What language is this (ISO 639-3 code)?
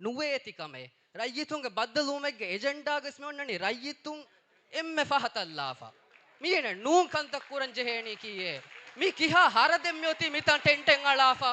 div